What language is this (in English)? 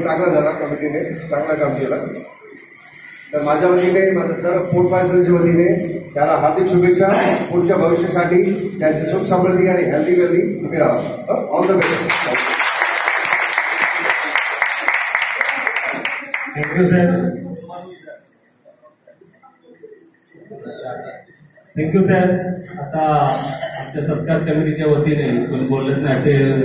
Marathi